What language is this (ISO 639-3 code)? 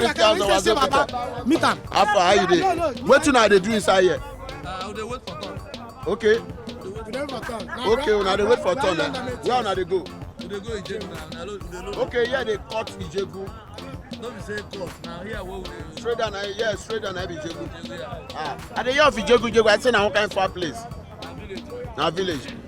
pcm